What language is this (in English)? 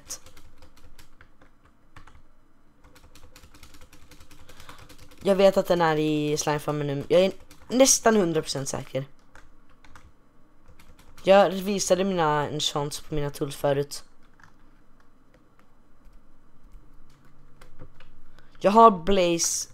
Swedish